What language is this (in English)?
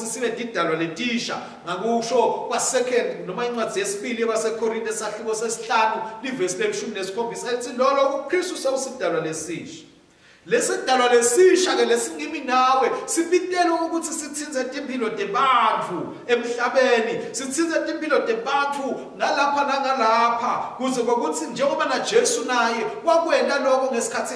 Swati